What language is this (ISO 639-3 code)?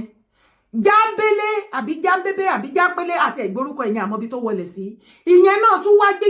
yor